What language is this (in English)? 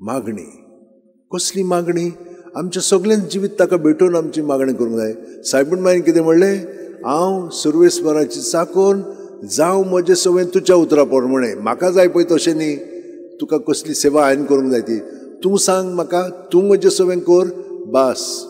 Konkani